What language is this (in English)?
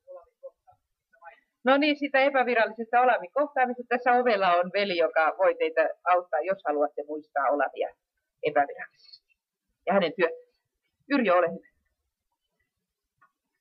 Finnish